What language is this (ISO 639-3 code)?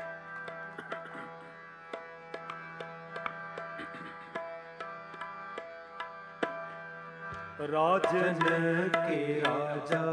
pan